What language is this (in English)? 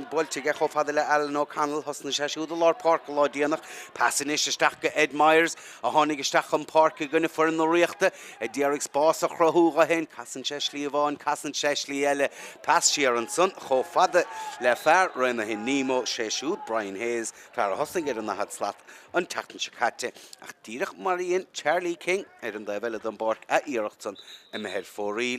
Irish